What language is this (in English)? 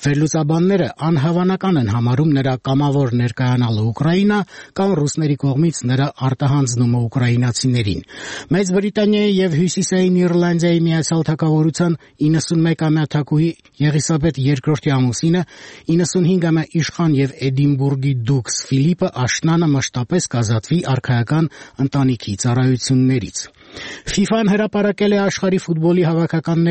Armenian